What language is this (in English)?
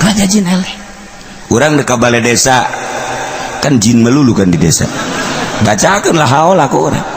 Sundanese